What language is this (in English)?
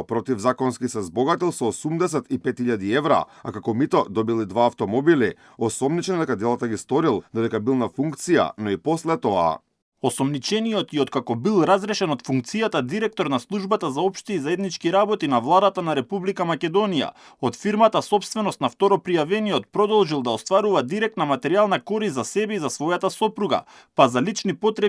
Macedonian